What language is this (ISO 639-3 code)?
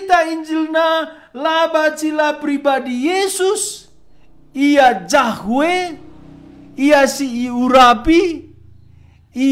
btx